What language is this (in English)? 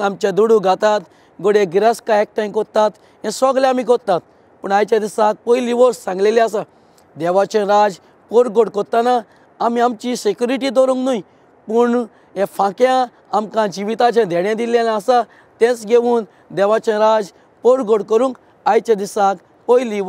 Konkani